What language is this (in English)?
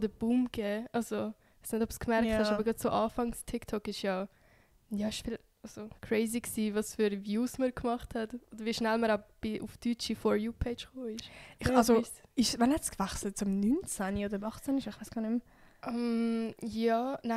Swiss German